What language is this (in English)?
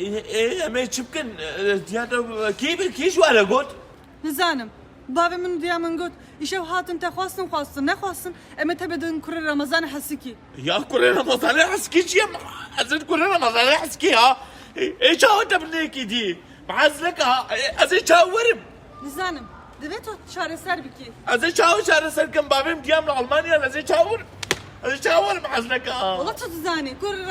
Kurdish